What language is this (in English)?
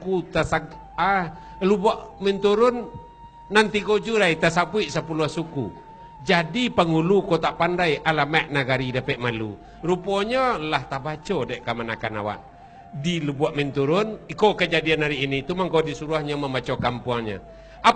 Minangkabau